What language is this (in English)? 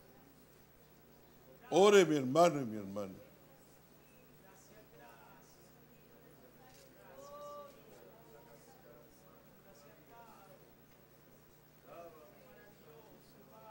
Spanish